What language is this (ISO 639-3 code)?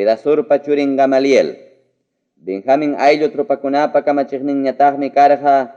quy